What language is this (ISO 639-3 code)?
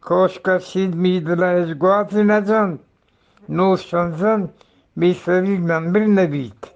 bgp